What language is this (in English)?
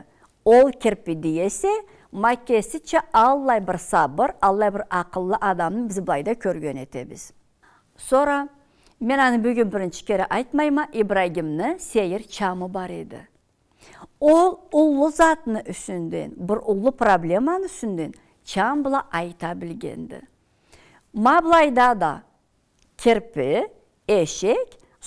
Karachay-Balkar